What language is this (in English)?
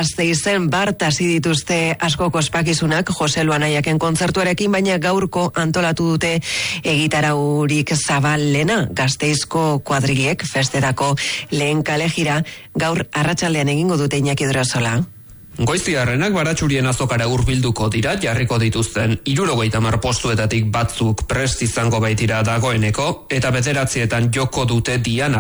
Basque